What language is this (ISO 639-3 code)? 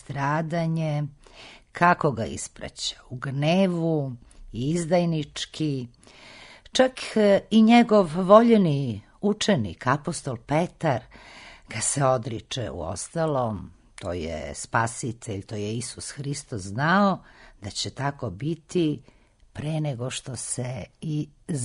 srp